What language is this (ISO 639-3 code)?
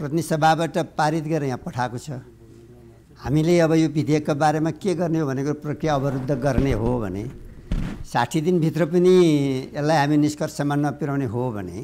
nep